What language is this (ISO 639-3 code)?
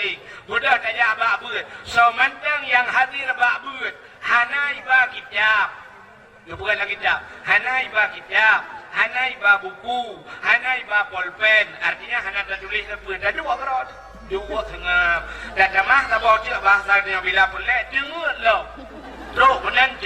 ace